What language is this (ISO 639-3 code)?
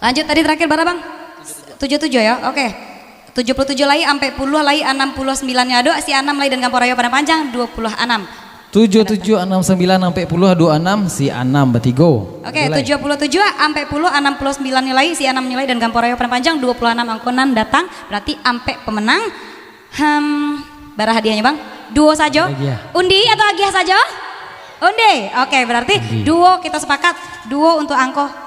min